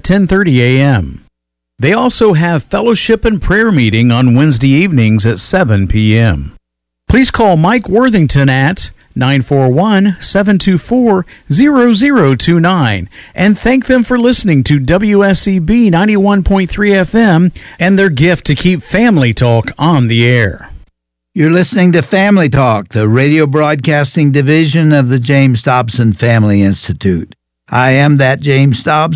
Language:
English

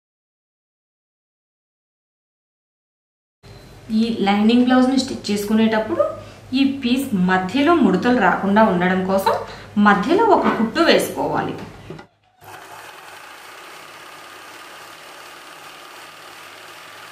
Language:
Telugu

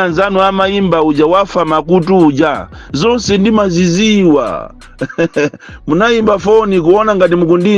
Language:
Nyanja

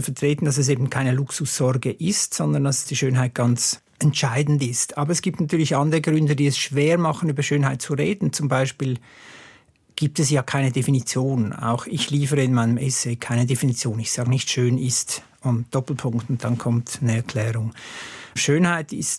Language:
German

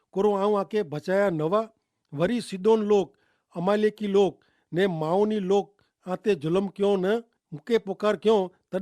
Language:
Kachhi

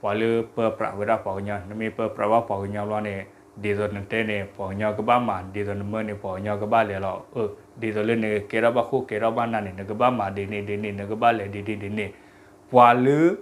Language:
S'gaw Karen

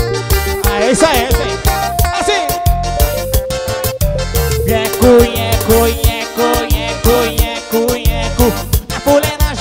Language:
Portuguese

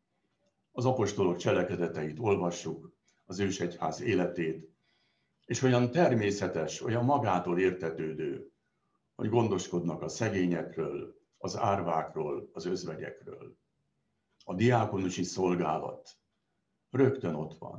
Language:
Hungarian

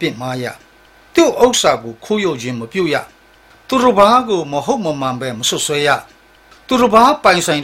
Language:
Burmese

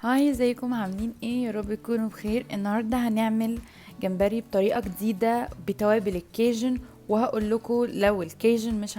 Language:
Egyptian Arabic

